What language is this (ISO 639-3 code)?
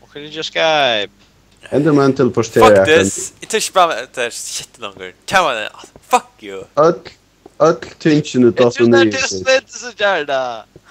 fao